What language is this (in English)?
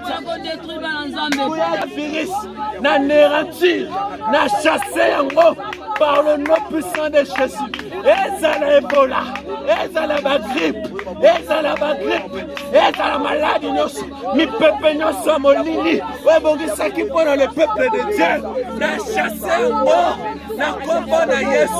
Lingala